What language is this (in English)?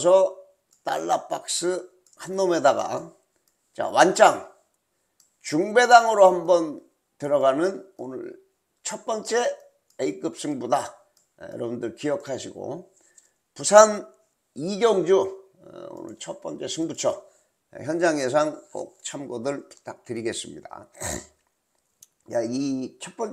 Korean